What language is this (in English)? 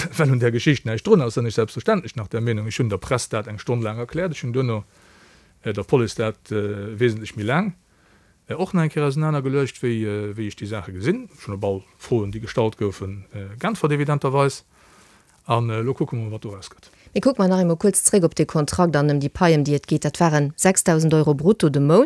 Luxembourgish